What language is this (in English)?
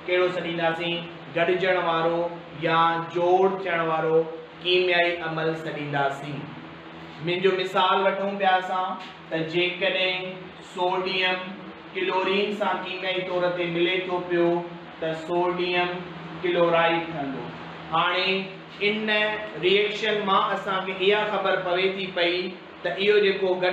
Sindhi